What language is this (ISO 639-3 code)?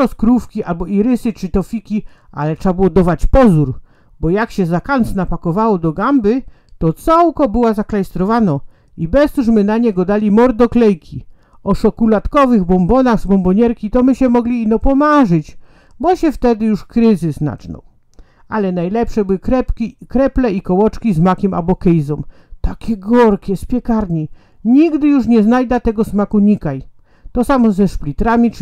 szl